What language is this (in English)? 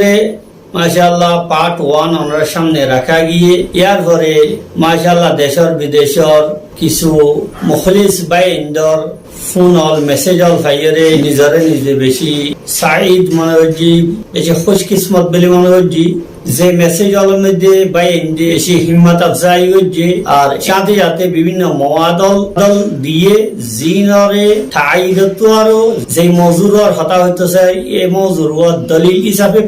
Rohingya